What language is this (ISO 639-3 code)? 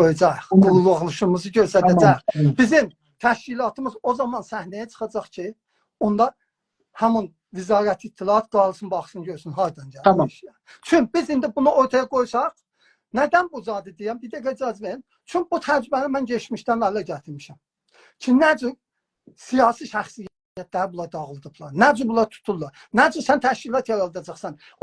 azb